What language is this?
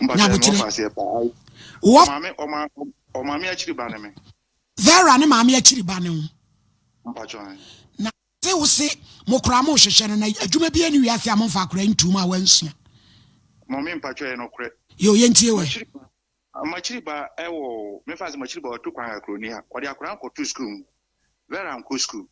Akan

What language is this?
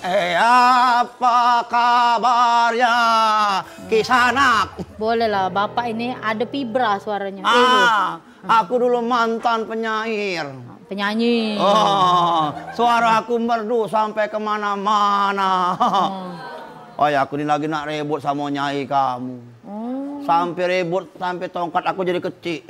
Musi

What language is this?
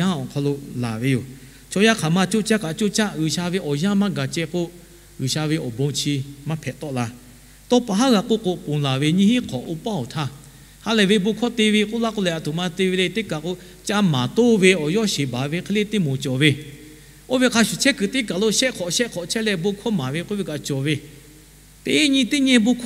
Lahu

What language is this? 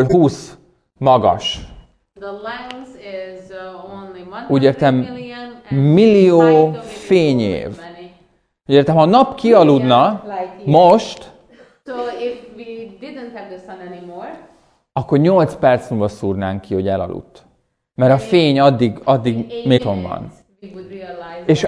Hungarian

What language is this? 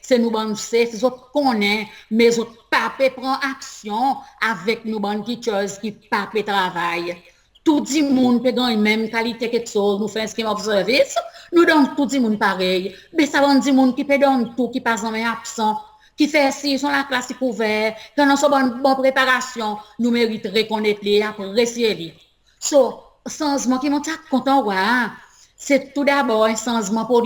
Seselwa Creole French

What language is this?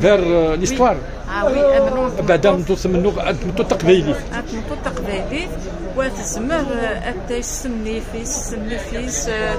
Kabyle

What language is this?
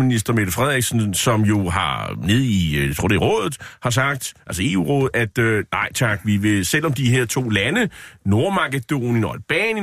Danish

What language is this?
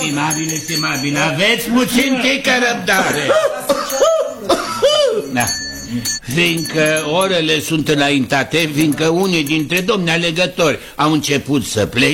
Romanian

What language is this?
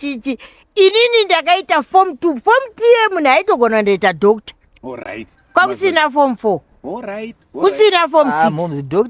Shona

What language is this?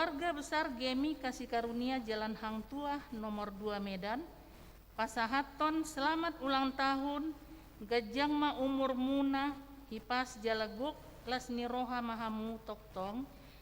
Batak Toba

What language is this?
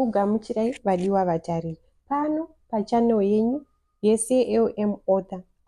Shona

